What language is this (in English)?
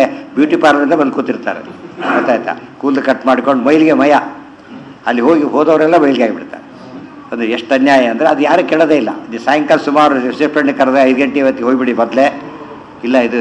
Kannada